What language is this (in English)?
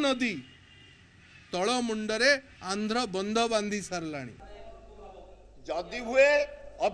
Odia